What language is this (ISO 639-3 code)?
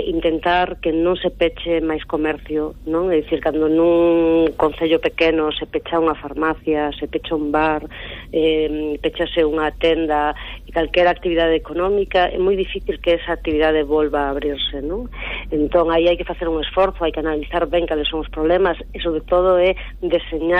glg